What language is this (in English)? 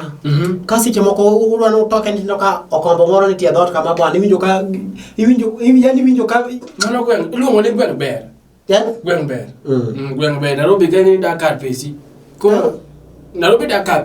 Luo (Kenya and Tanzania)